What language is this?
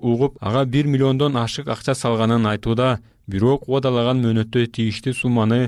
Kyrgyz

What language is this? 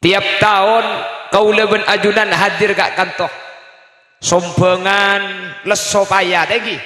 Madurese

